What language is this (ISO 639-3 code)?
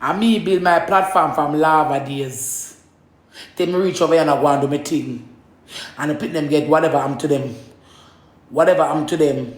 jam